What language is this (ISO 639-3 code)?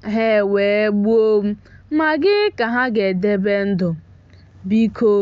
ibo